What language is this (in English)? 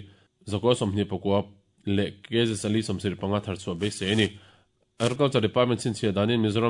Mizo